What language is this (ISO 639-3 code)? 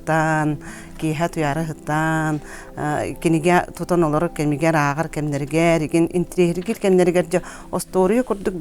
sah